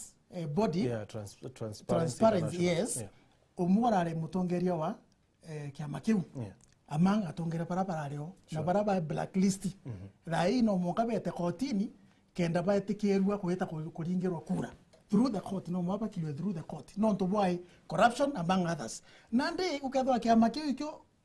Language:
Meru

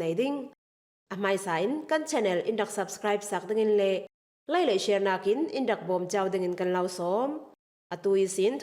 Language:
Falam Chin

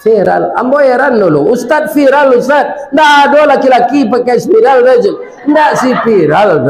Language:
Minangkabau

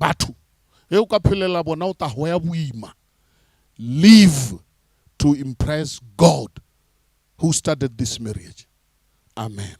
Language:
Northern Sotho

